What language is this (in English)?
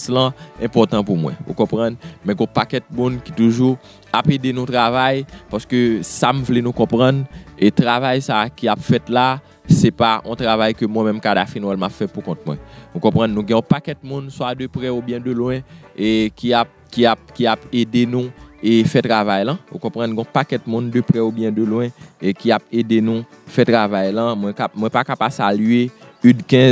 Haitian Creole